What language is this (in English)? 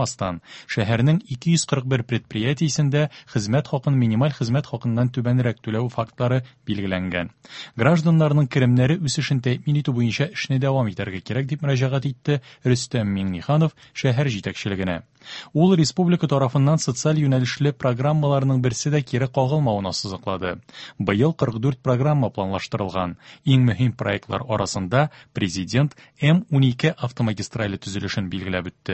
Tatar